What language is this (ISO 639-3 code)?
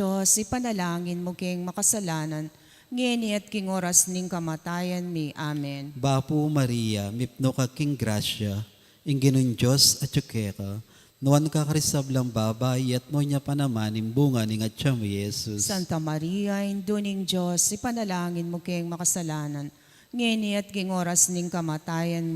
pam